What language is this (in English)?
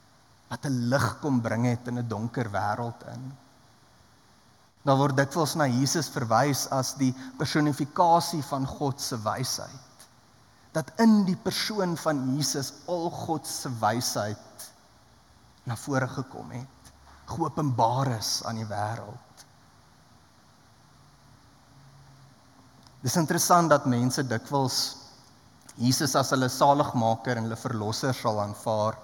Afrikaans